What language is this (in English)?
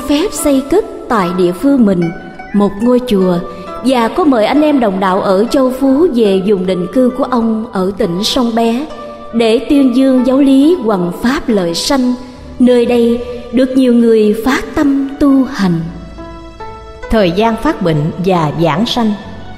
Vietnamese